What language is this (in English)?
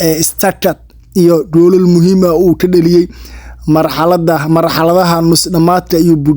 Somali